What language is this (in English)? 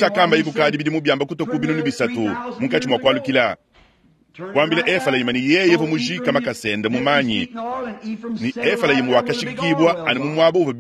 Luba-Lulua